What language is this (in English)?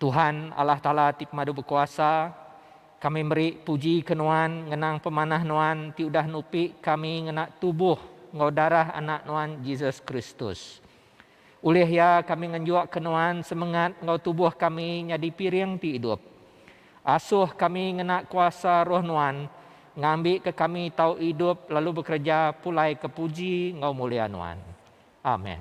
Iban